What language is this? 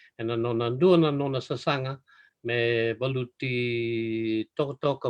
Fijian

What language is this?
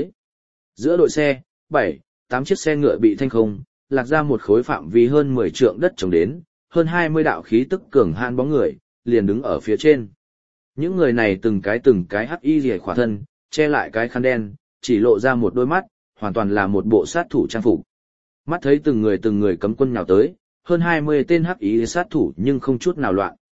Vietnamese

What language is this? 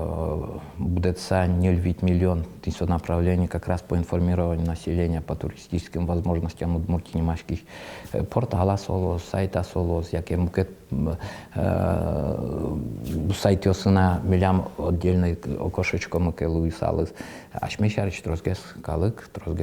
Udmurt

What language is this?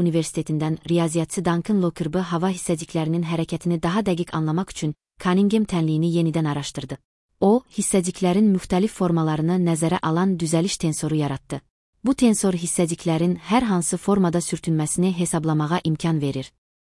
Azerbaijani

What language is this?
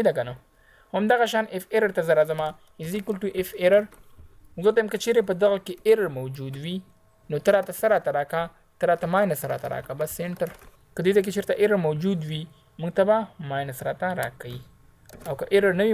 Pashto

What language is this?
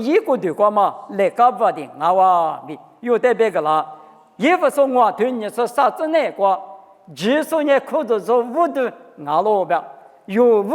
Lisu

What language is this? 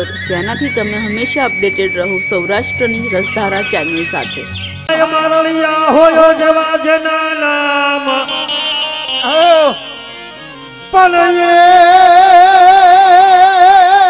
Gujarati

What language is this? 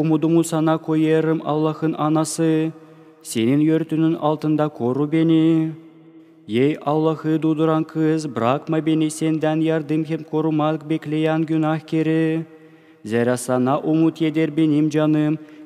Gagauz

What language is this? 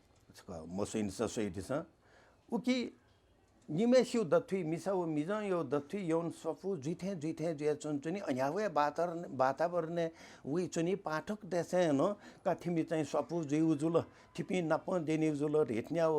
Newari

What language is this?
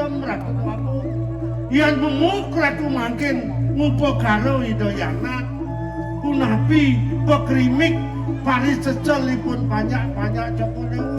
Balinese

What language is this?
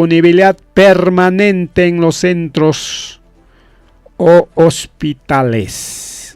Ayacucho Quechua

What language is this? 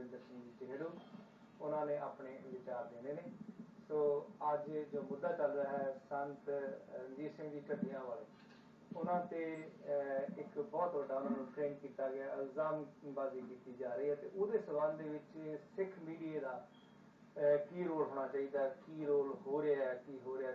Punjabi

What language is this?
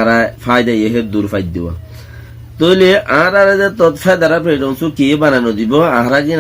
Rohingya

